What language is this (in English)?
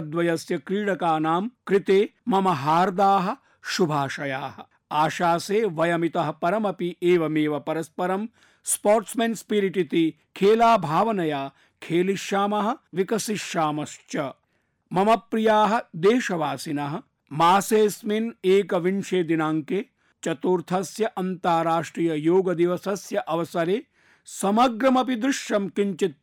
Sanskrit